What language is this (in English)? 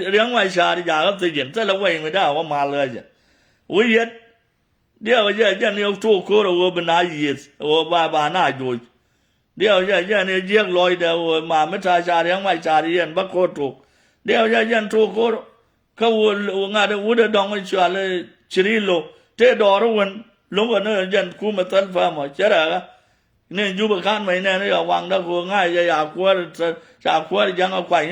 Nuer